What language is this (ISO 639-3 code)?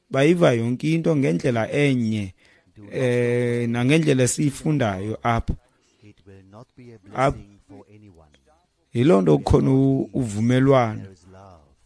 xho